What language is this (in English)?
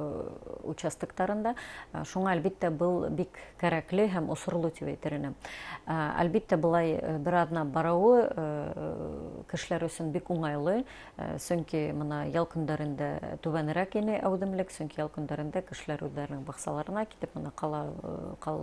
Bashkir